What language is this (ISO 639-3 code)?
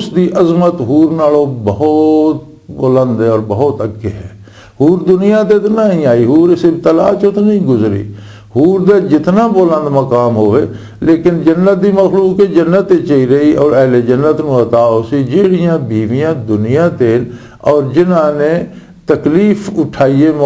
lah